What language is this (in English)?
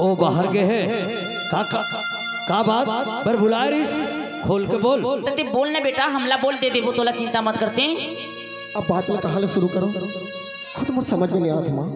Chhattisgarhi